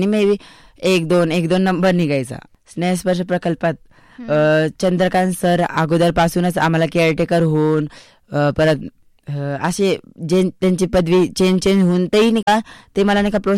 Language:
Marathi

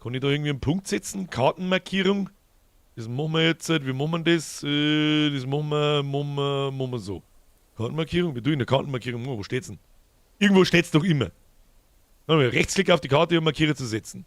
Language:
Bavarian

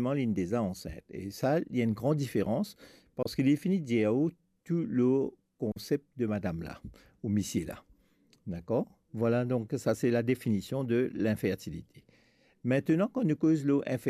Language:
Morisyen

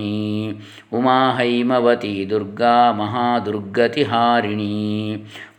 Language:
Sanskrit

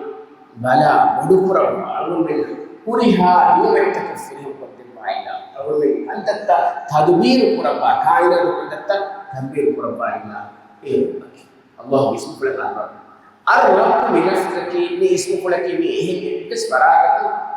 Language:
Divehi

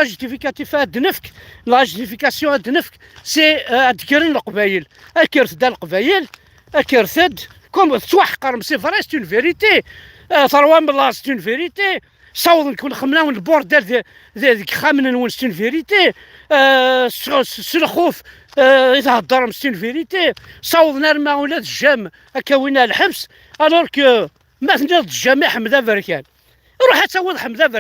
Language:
Kabyle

